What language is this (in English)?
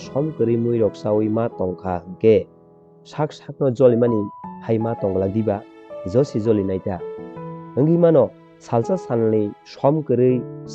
Kok Borok